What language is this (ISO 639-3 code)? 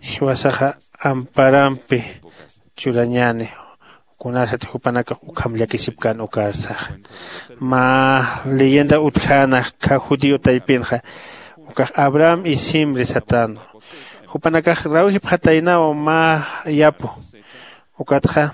aym